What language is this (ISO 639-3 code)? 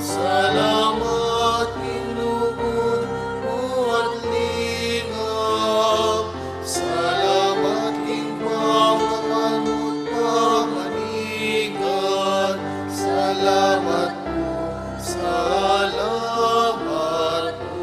pam